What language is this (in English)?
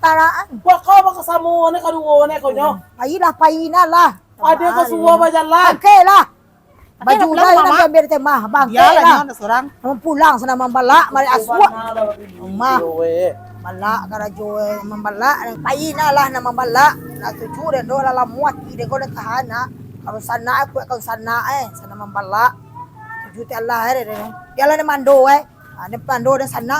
Minangkabau